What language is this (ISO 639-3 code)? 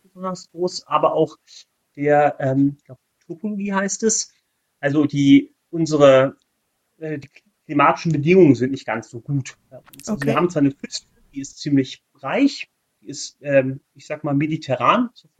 deu